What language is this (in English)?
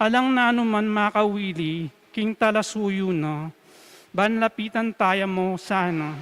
Pampanga